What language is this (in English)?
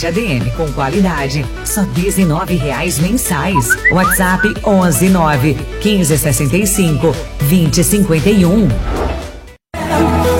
Portuguese